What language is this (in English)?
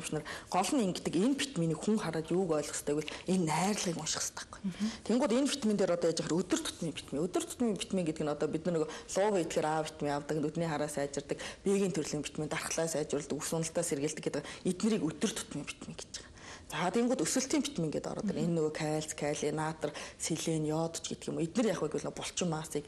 Mongolian